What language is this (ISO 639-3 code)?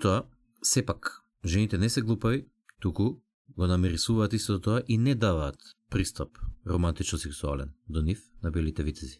mkd